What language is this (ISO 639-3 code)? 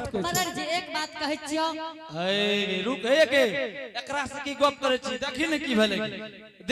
anp